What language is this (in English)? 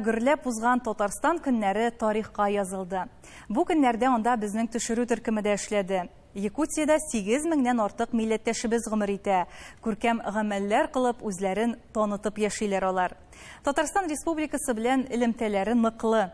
Tatar